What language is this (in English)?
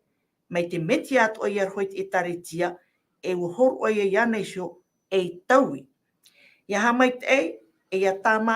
Tahitian